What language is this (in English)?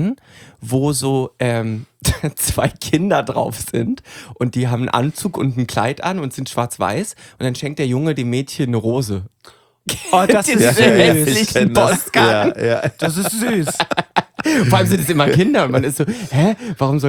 German